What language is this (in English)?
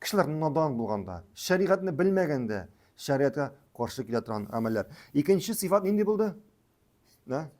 Tatar